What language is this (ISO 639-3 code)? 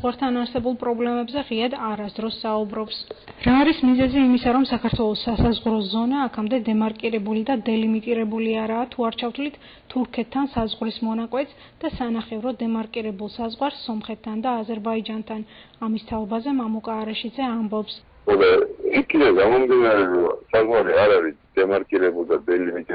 kat